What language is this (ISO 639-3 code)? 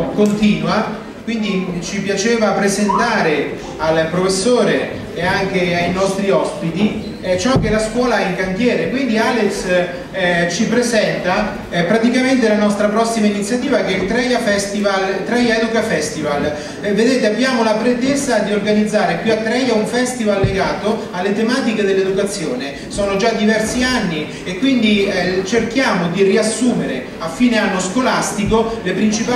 ita